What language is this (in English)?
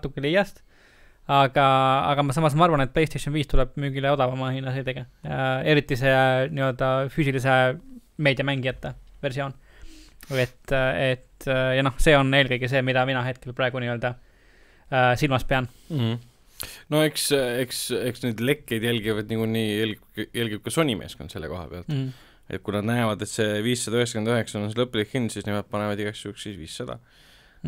Estonian